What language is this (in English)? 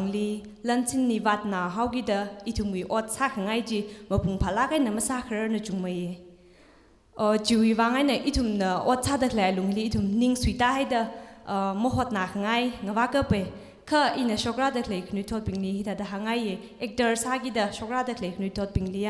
Tangkhul Naga (India)